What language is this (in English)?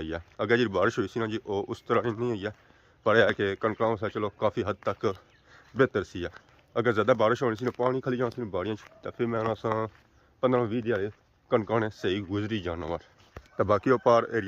Pahari-Potwari